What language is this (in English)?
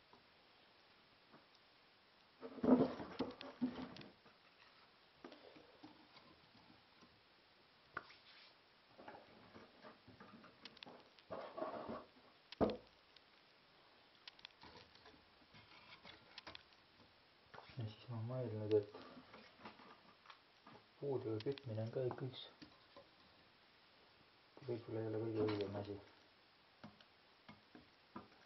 Estonian